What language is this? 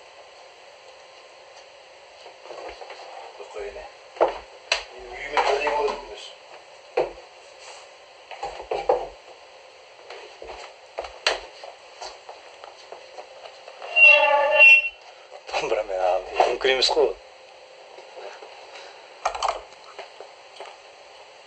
Kazakh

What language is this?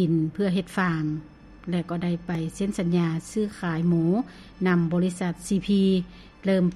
Lao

